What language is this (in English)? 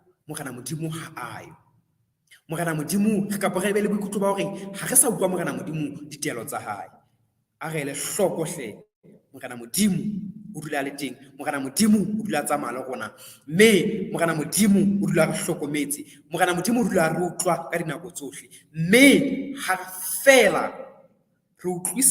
Southern Sotho